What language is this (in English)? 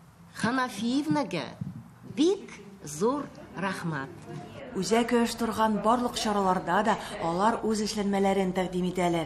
Tatar